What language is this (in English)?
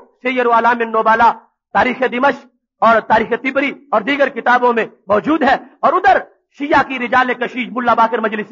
Urdu